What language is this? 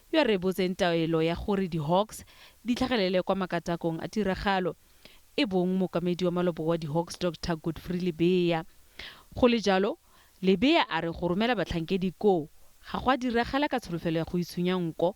Tswana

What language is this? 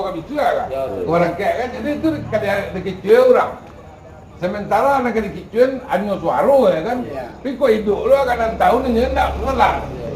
Minangkabau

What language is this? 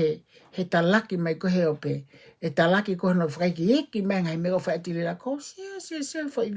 Tongan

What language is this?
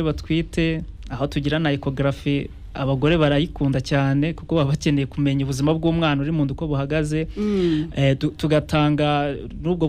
Kinyarwanda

